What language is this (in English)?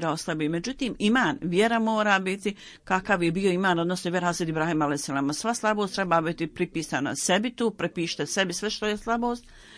Bosnian